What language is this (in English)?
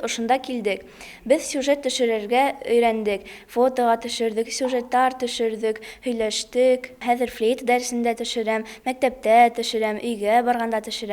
Bashkir